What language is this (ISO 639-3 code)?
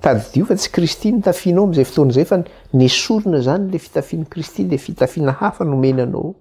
mlg